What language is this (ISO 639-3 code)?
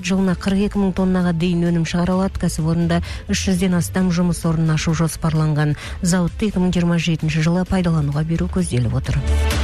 kaz